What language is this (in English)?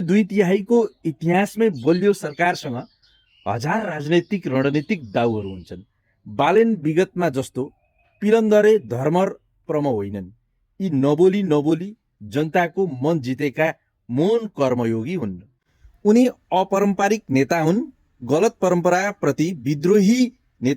Nepali